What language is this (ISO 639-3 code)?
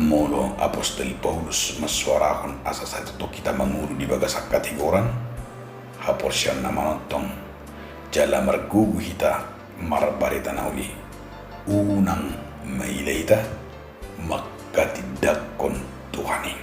bbc